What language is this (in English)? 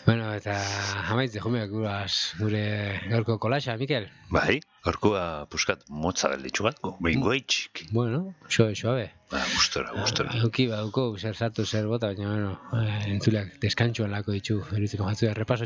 Basque